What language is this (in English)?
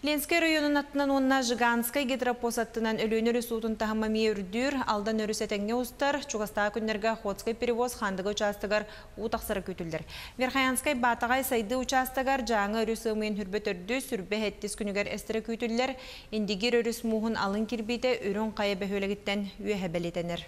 Yakut